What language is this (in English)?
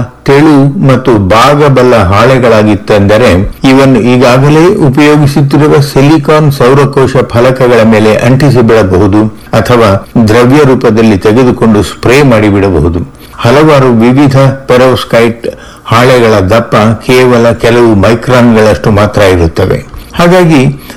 Kannada